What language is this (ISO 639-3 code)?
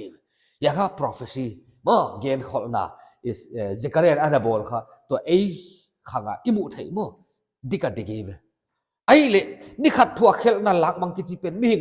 pck